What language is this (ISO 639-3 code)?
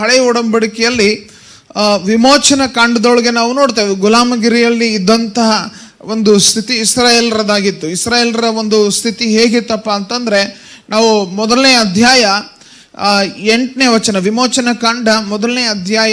kan